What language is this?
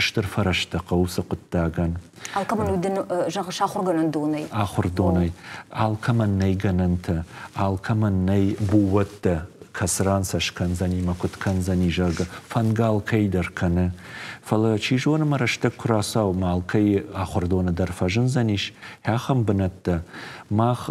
Ossetic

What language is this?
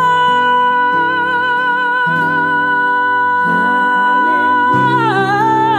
Portuguese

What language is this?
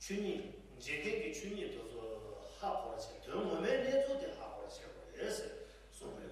Tibetan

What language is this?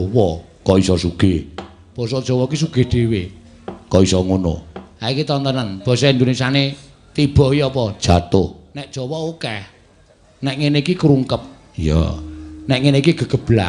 Javanese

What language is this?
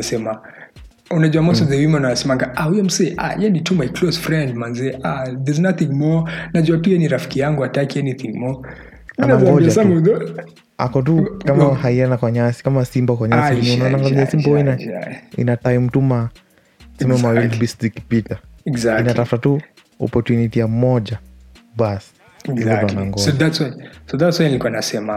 Swahili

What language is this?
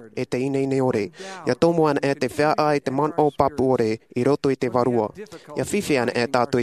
Tahitian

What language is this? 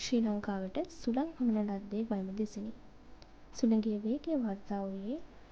Sinhala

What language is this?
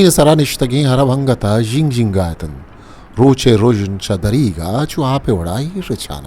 Baluchi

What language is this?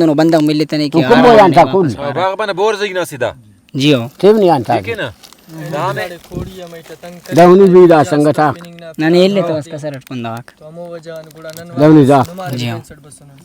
Brahui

